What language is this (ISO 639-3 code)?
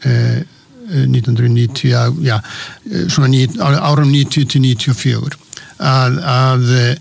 isl